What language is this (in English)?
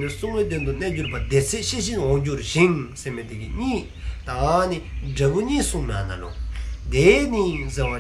Dzongkha